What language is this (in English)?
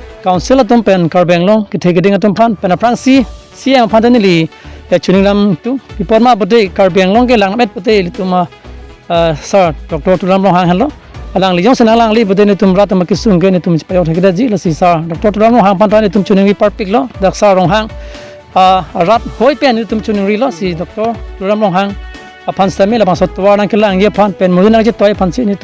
Karbi